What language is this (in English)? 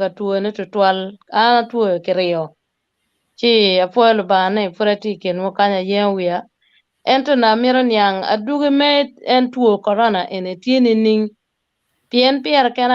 Acoli